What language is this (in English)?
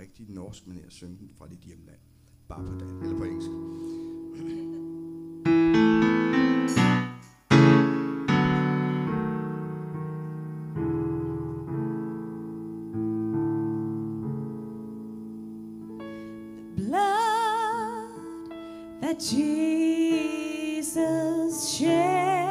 Danish